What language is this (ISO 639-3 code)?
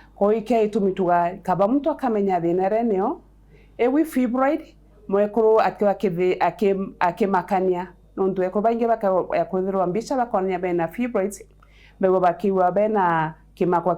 mer